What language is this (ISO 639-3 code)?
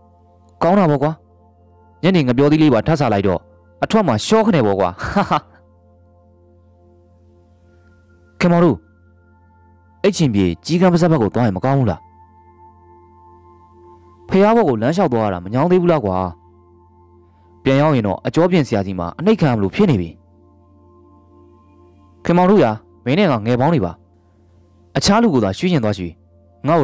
mya